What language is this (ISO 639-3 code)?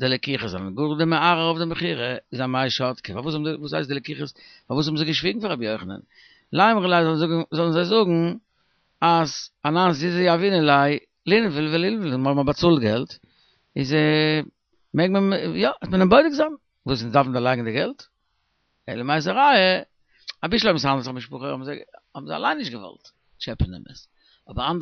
yid